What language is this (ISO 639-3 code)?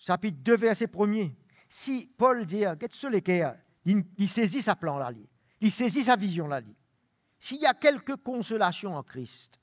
mfe